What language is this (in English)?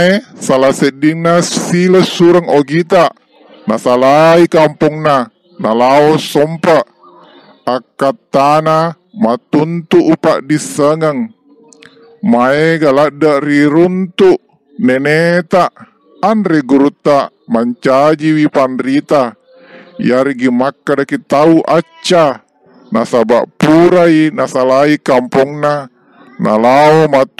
Buginese